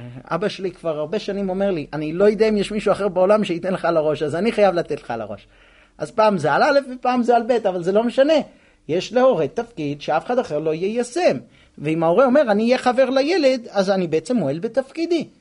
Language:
Hebrew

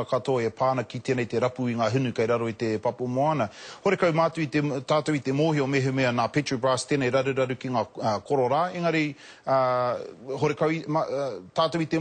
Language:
Māori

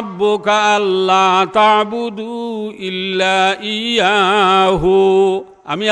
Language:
Sylheti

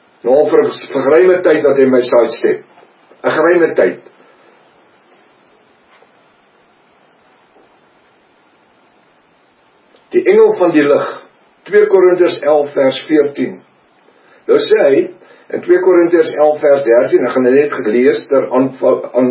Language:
Afrikaans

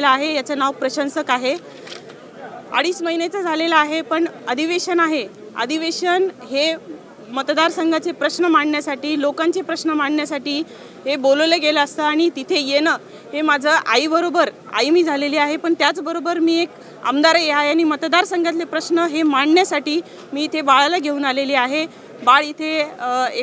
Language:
Marathi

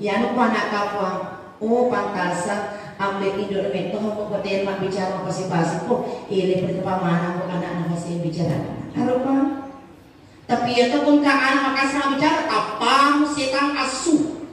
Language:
Buginese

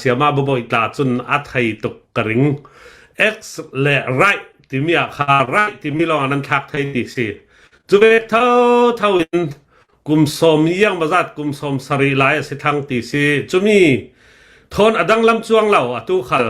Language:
Hakha Chin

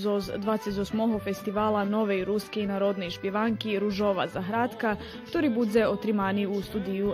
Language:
Rusyn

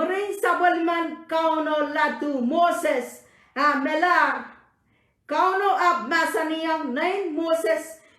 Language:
Pohnpeian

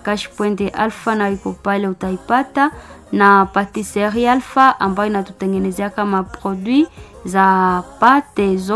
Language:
Swahili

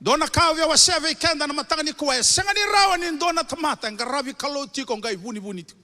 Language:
Fijian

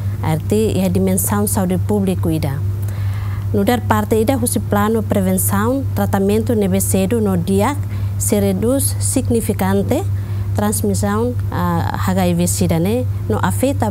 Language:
Tetum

